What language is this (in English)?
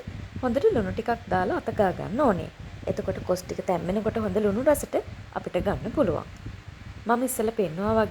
Sinhala